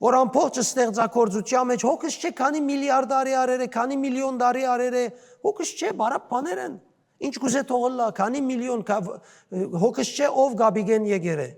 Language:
Western Armenian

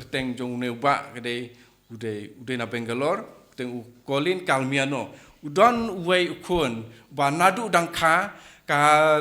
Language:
Khasi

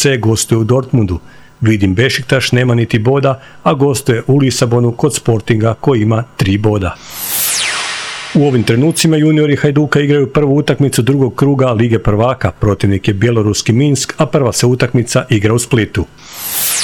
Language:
Croatian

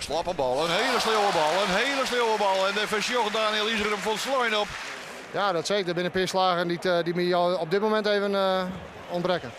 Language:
Western Frisian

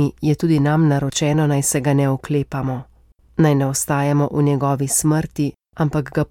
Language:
Slovenian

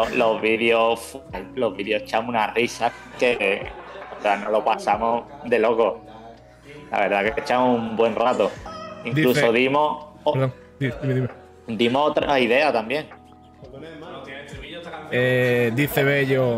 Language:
Spanish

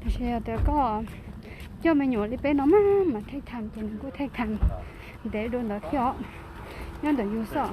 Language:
Hmong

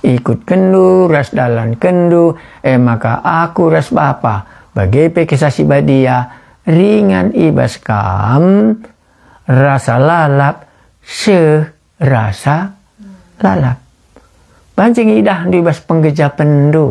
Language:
Batak Karo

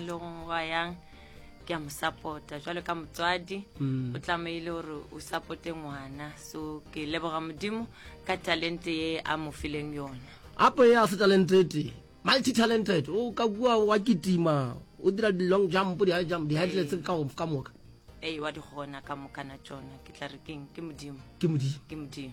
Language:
Northern Sotho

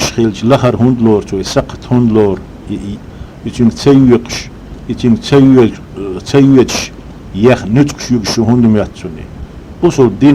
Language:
Chechen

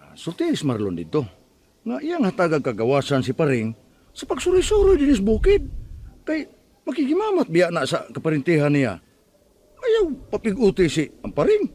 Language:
Cebuano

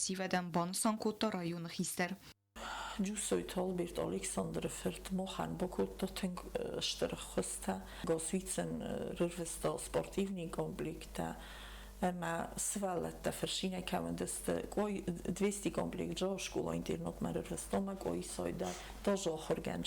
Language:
Ossetic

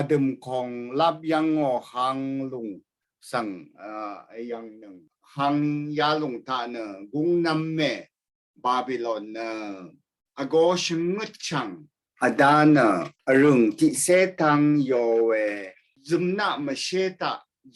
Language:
Rawang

